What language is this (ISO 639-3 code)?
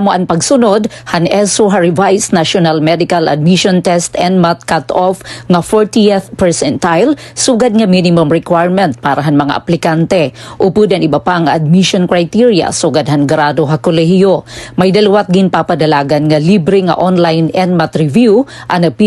war